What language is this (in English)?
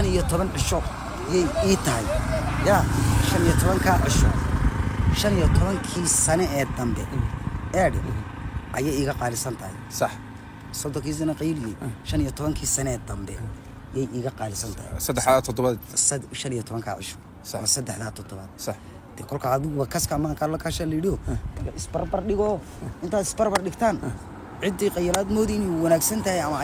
Somali